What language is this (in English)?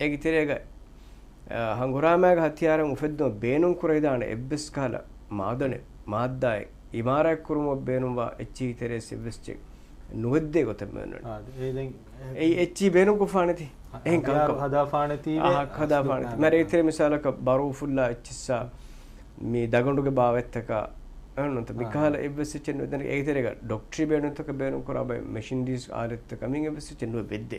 Divehi